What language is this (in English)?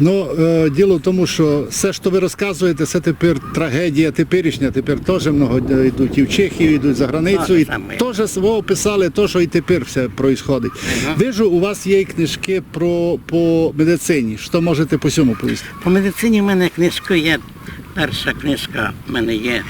Rusyn